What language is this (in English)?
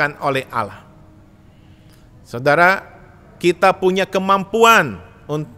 Indonesian